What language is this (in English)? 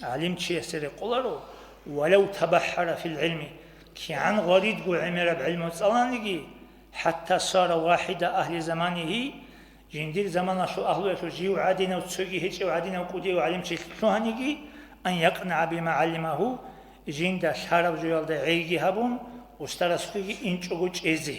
Avaric